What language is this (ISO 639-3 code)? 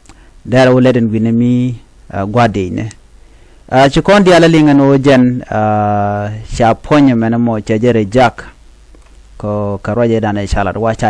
nus